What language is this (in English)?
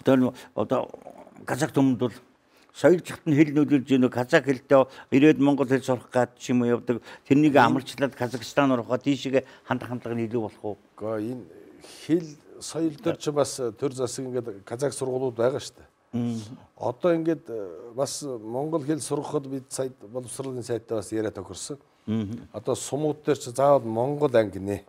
Mongolian